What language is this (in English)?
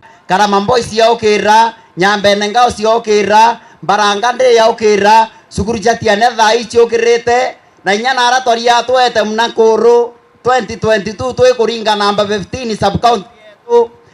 Meru